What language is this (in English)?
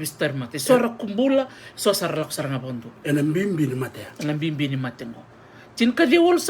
Fijian